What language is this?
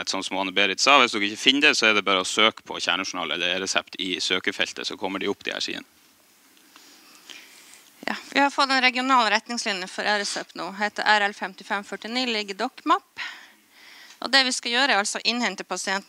Norwegian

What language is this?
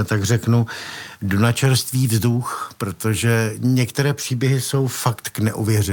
Czech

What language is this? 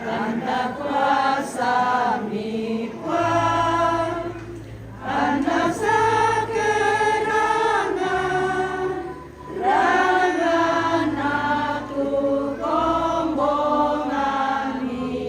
Toraja-Sa'dan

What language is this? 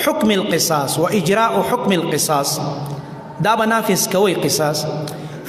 Pashto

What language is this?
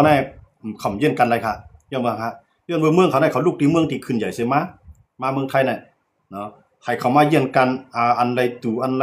Shan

